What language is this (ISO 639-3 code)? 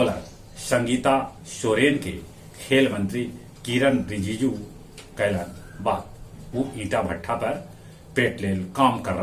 mag